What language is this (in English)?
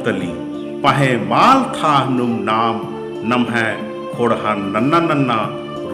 Kurukh